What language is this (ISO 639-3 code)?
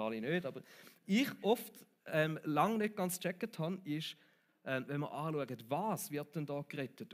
gsw